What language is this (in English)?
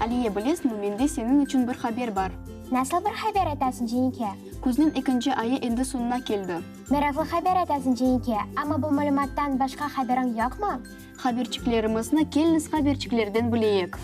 Crimean Tatar